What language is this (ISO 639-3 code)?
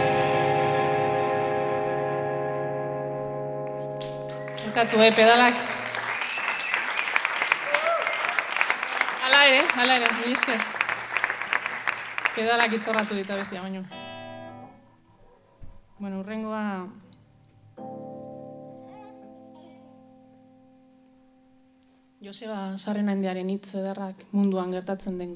eus